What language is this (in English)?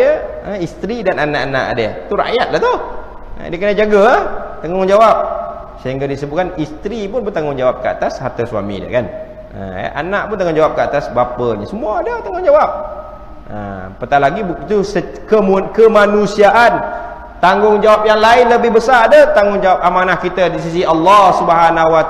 Malay